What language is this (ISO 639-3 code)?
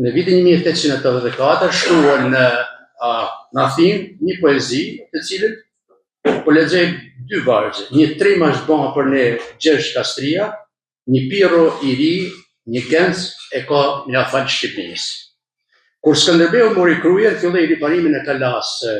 sqi